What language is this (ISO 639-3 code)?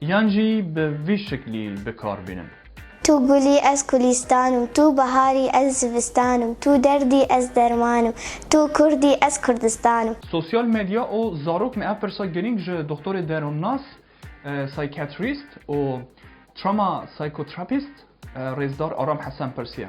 kur